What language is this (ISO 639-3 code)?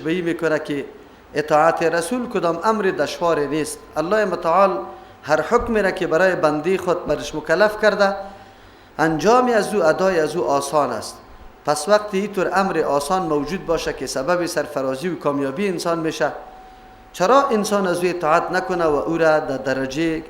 fas